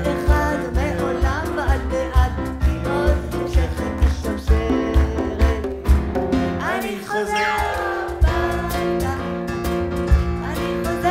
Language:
Hebrew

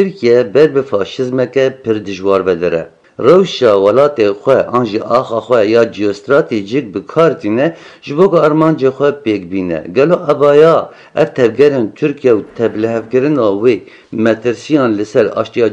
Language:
Kurdish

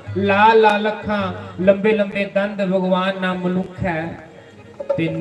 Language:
Dogri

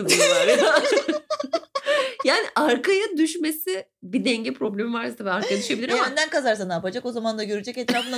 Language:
Turkish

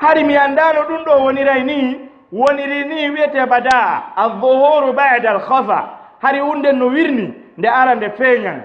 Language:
Fula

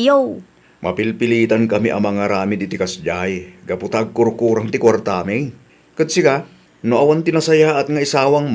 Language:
Iloko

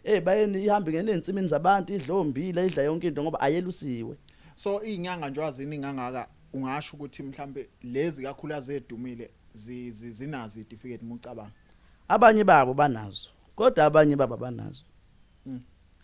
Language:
Zulu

